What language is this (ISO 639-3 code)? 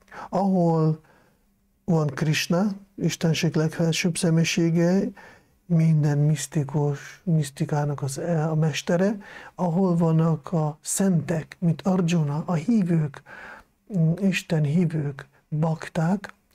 hun